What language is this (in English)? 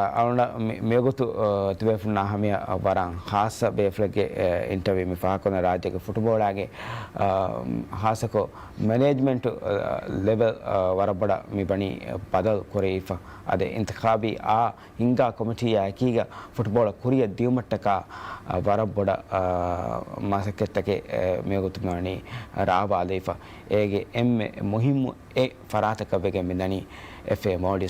Divehi